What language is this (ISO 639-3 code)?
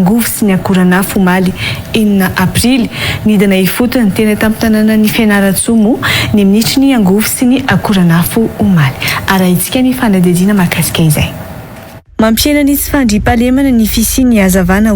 mlg